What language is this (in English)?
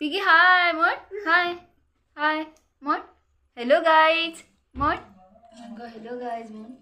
Konkani